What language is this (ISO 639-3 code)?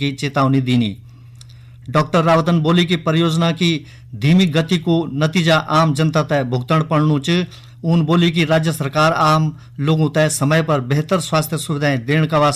gbm